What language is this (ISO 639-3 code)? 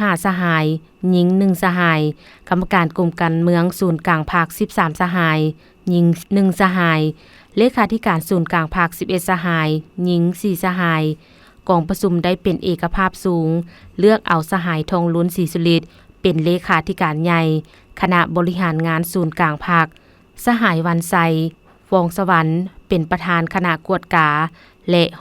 lao